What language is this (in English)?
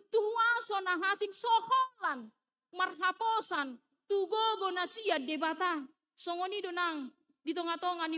Batak Toba